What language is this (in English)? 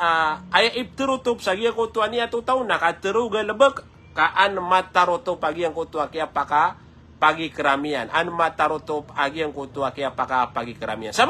Maranao